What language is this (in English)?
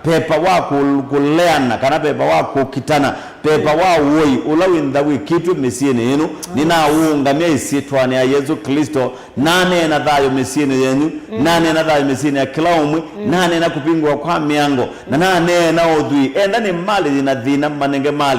Kamba